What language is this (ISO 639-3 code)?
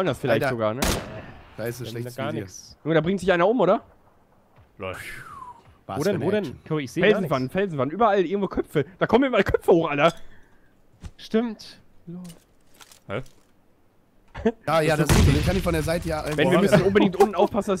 deu